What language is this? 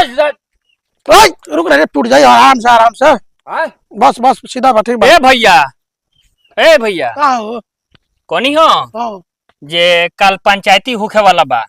Bhojpuri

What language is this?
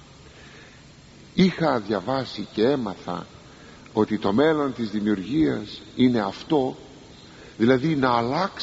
Greek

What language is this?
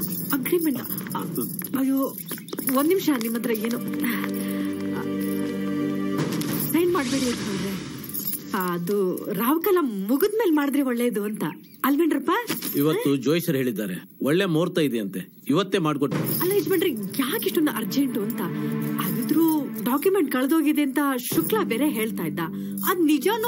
Kannada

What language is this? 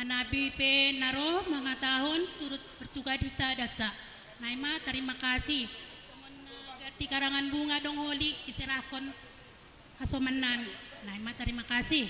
Batak Simalungun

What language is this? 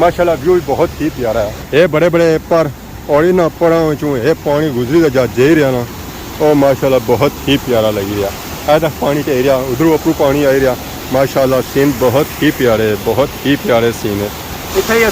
Pahari-Potwari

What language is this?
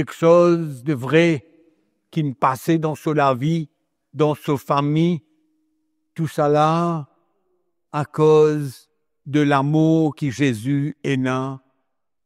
Morisyen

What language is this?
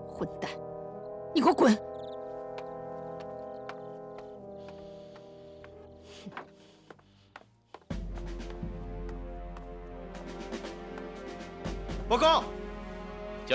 Chinese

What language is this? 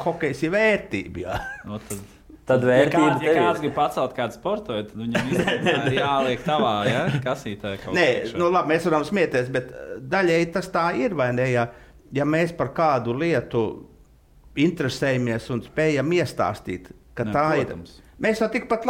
Latvian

